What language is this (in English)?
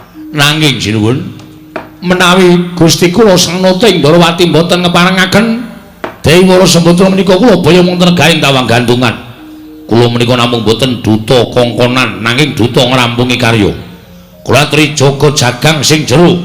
Javanese